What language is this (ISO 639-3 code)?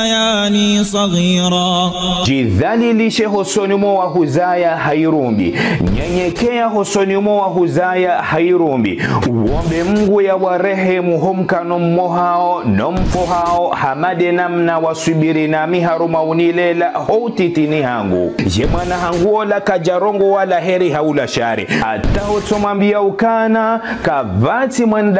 zdj